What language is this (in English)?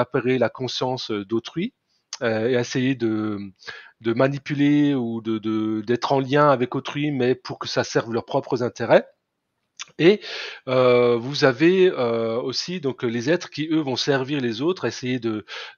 French